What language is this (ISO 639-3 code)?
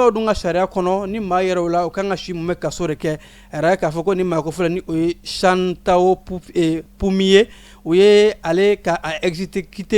bam